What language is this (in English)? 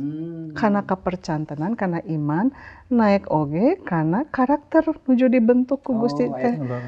Sundanese